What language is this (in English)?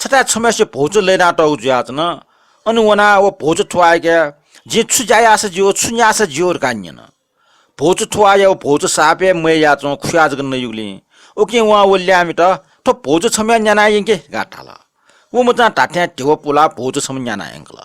Newari